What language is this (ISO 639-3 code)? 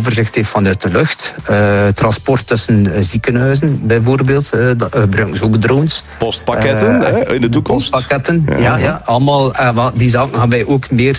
nld